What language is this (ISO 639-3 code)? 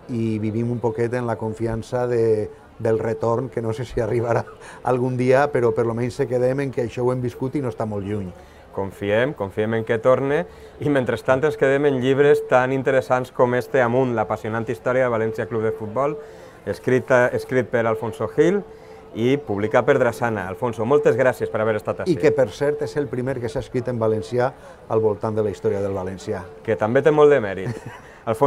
cat